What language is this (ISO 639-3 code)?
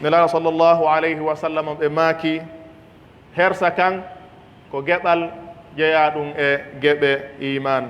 fuf